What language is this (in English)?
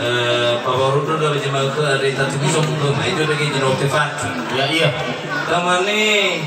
Nias